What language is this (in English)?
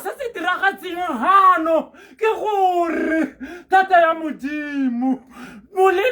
Tswana